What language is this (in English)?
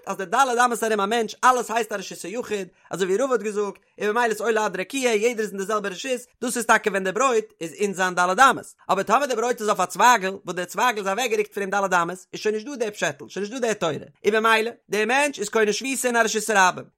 Yiddish